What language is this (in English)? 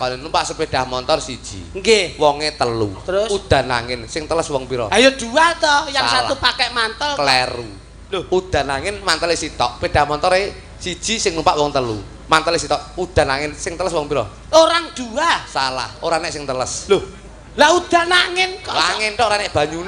Javanese